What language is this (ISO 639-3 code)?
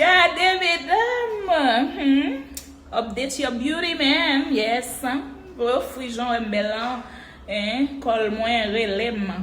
hat